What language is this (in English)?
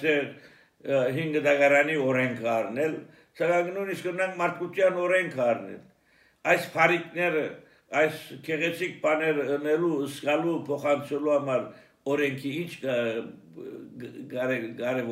Armenian